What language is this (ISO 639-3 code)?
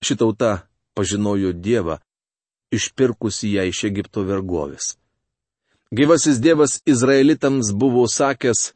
lit